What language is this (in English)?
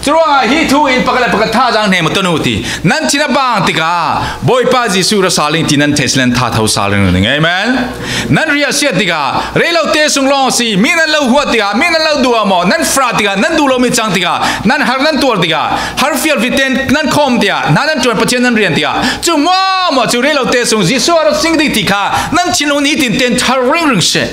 Falam Chin